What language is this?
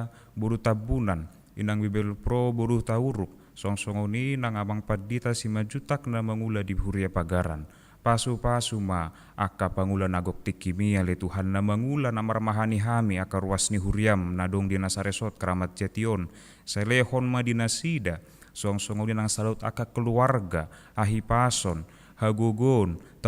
Batak Toba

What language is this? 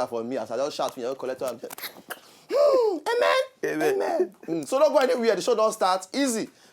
Nigerian Pidgin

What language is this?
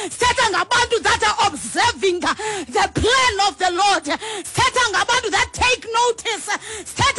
Xhosa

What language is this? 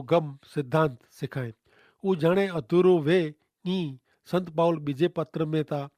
Kachhi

